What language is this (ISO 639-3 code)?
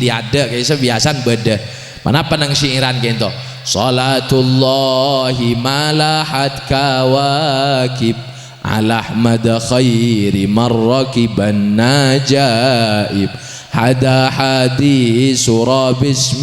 mad